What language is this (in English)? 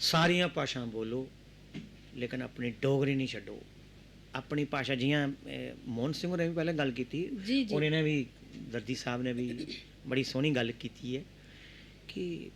Dogri